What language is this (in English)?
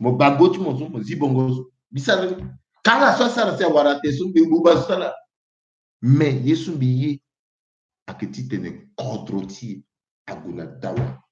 Sango